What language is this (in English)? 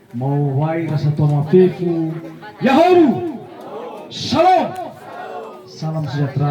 Nias